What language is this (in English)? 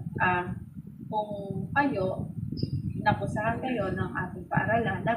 Filipino